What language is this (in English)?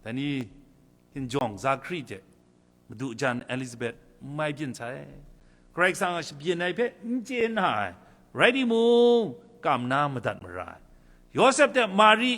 Kachin